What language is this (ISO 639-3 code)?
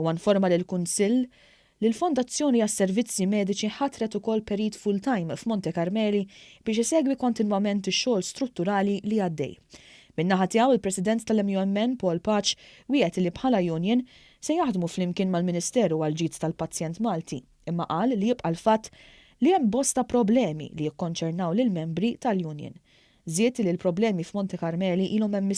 mlt